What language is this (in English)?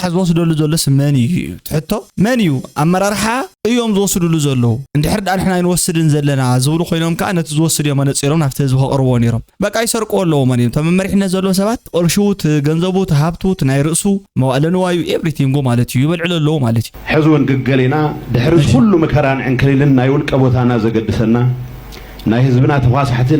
Tigrinya